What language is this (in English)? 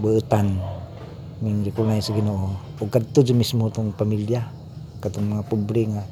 Cebuano